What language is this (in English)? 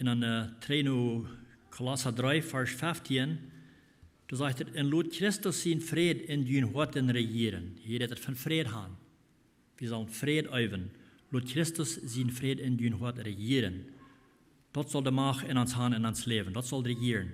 Plautdietsch